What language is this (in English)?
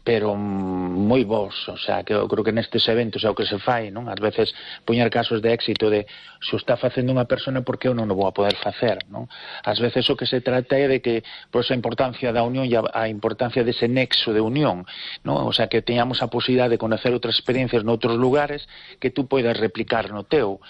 Galician